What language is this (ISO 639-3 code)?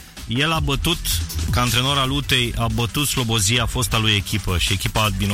ron